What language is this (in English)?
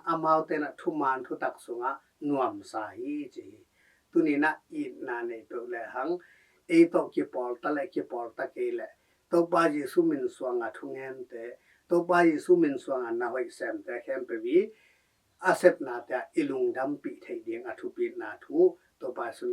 Tedim Chin